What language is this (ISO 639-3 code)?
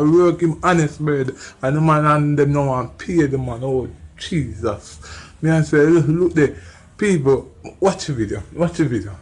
jam